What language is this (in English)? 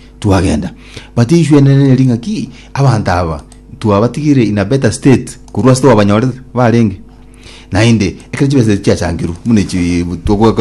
Gusii